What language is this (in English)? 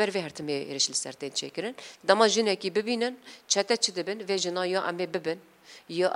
Kurdish